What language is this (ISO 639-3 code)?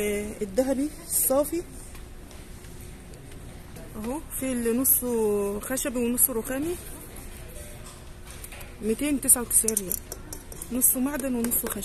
arz